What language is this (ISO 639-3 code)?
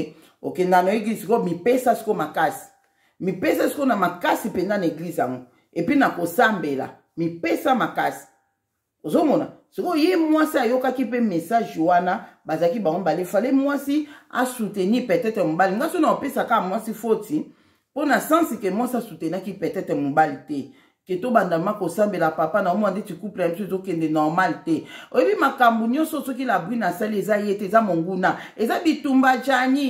lin